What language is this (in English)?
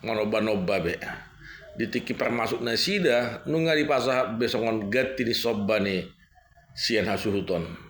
Batak Toba